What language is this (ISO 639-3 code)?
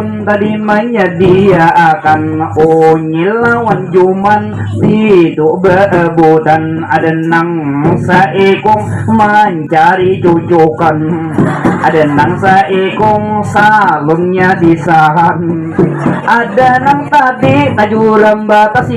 bjn